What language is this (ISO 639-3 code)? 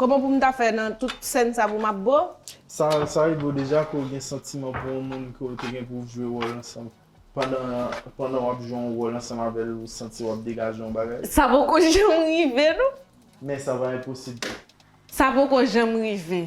hat